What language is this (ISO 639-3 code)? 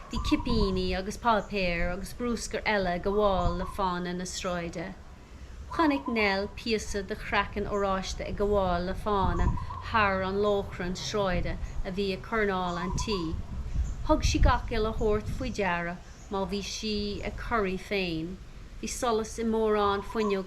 gle